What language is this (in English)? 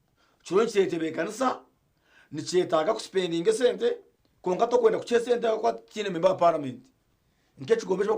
Nyankole